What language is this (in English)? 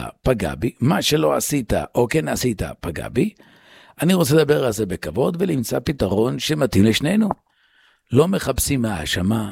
Hebrew